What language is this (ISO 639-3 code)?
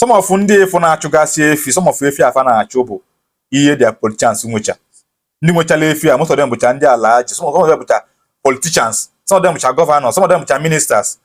ibo